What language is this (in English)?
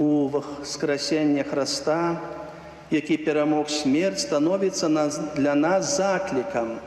Belarusian